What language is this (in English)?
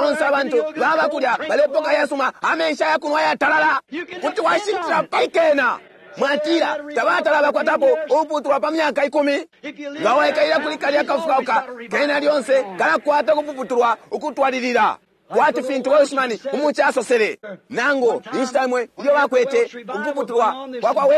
Bemba